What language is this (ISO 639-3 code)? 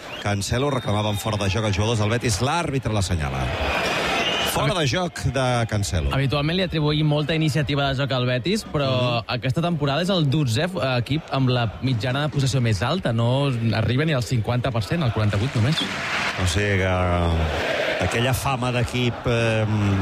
cat